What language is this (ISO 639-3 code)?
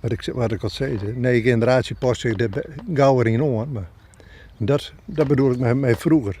fry